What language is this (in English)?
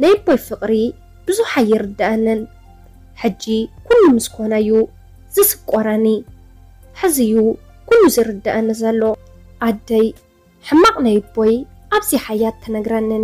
Tigrinya